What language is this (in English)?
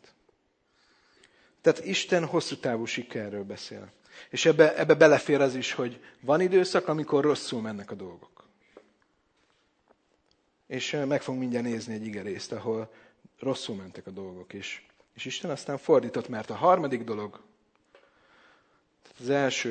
Hungarian